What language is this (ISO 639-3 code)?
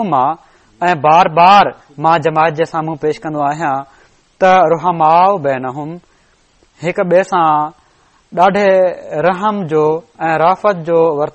snd